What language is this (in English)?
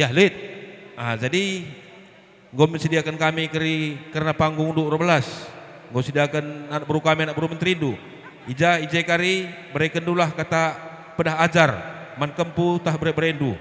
Batak Karo